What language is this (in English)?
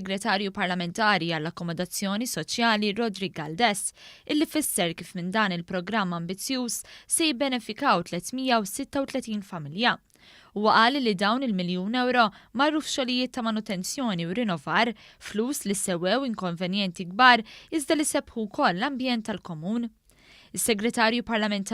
Maltese